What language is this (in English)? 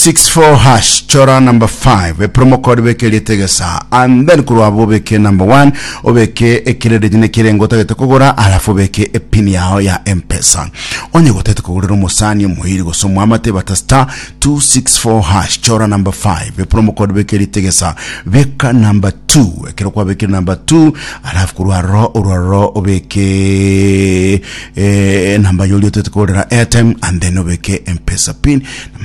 Gusii